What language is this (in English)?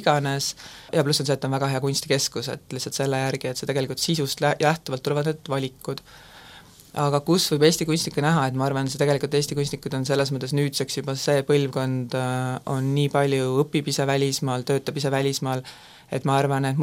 Estonian